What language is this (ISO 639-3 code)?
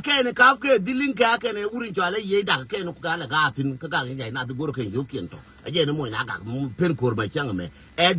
nus